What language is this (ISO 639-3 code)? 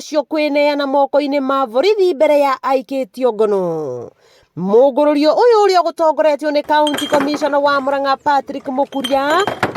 kik